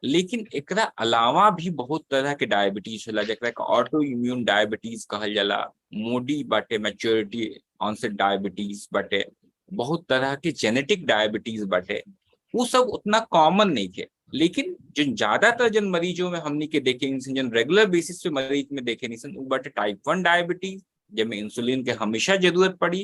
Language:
Bhojpuri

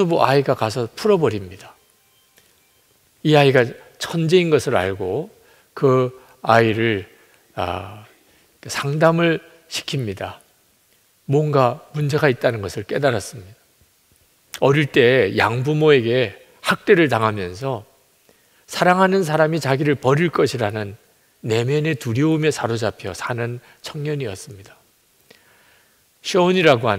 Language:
Korean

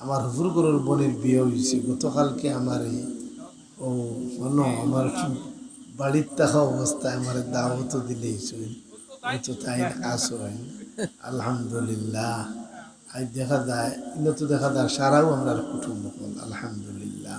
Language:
Sylheti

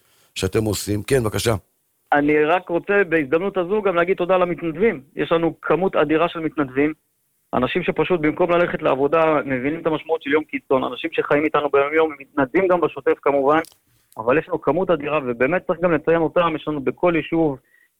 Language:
Hebrew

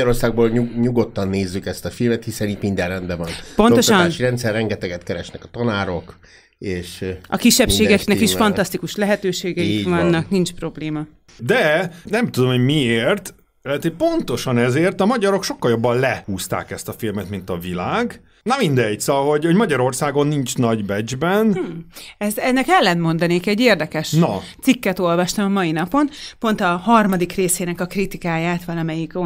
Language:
Hungarian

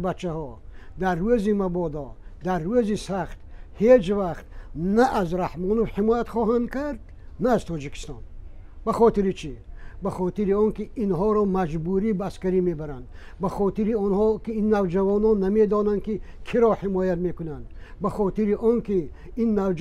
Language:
Tajik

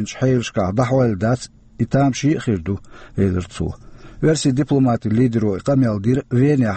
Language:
Chechen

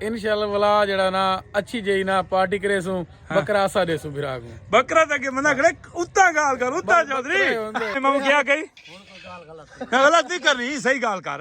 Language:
Saraiki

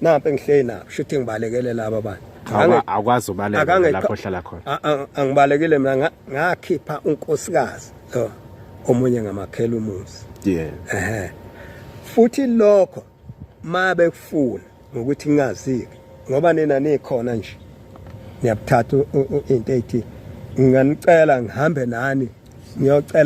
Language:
Zulu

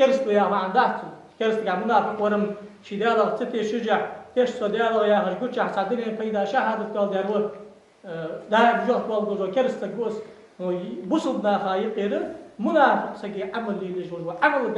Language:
Ingush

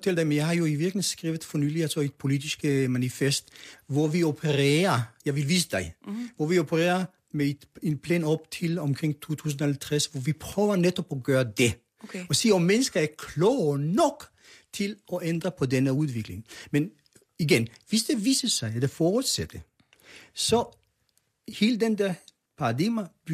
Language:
Danish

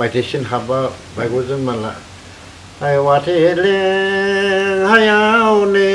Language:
Dimasa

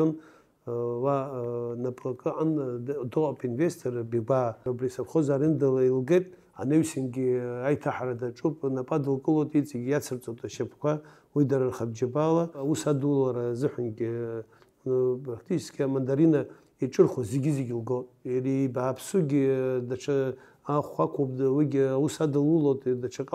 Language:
Abkhazian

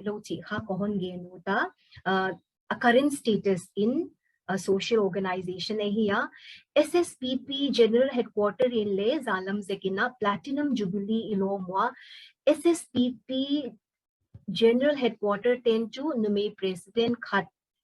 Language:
Paite Chin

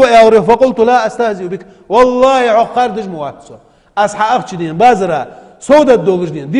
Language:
Ingush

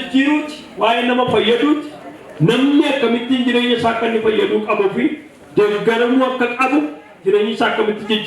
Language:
Oromo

